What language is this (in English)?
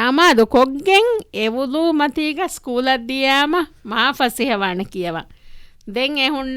Divehi